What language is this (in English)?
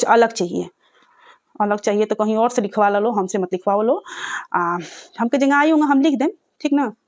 Bhojpuri